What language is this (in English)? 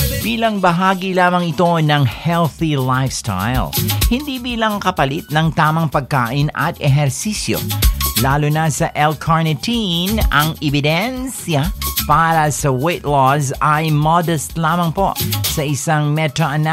Filipino